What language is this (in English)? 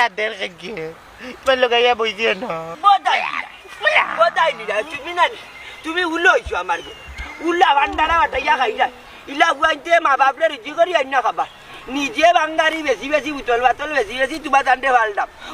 Sylheti